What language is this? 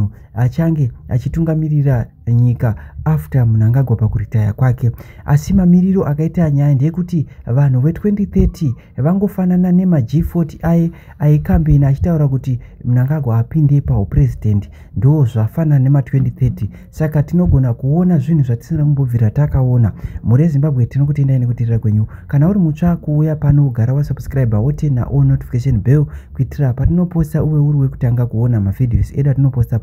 Shona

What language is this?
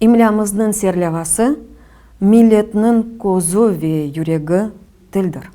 Crimean Tatar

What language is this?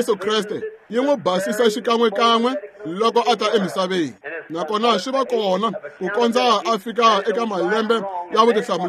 Tsonga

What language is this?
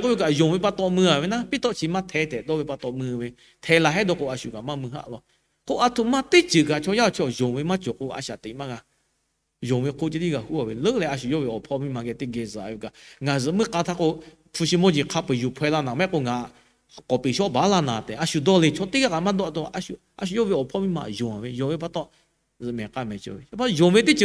Lahu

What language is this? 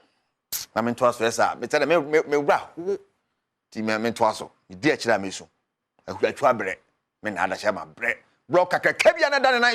Akan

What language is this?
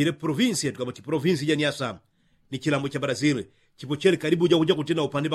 Yao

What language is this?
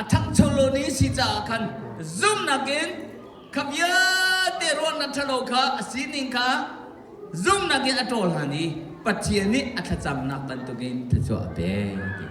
Hakha Chin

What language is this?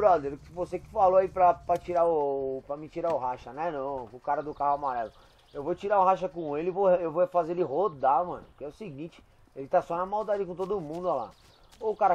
Portuguese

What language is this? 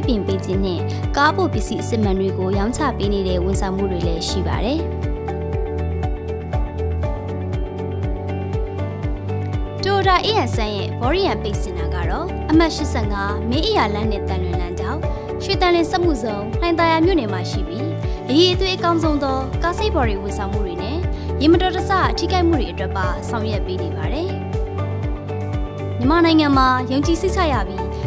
Burmese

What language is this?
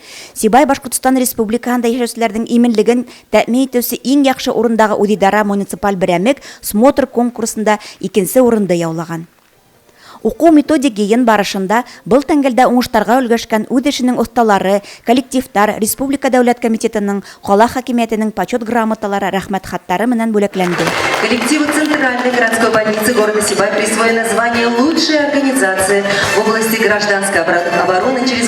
Bashkir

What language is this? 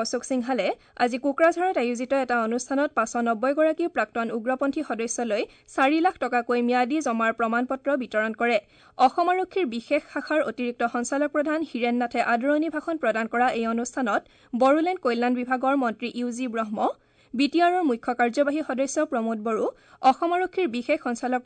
Assamese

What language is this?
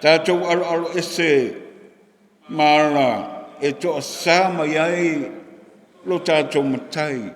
Samoan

